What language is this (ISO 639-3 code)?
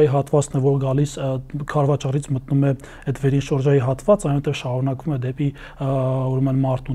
hye